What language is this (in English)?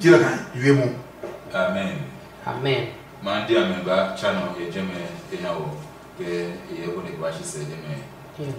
Adangme